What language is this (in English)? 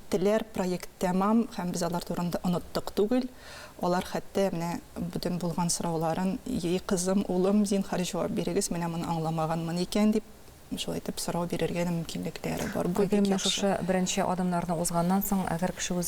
Tatar